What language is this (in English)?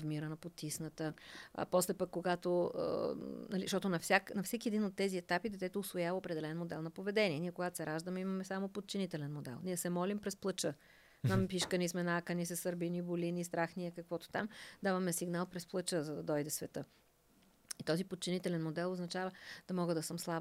Bulgarian